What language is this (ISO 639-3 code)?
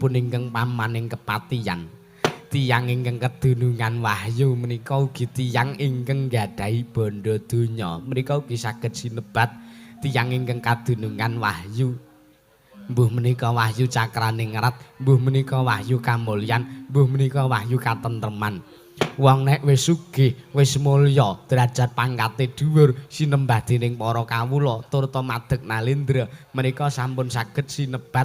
jav